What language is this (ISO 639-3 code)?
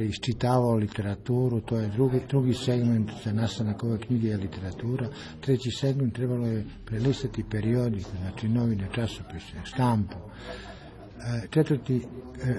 srp